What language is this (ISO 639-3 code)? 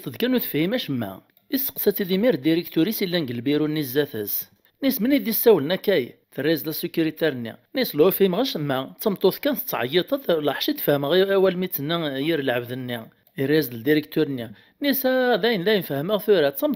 kab